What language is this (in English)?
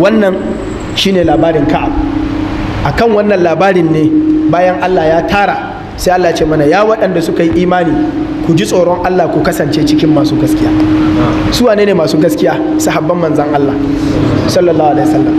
Hausa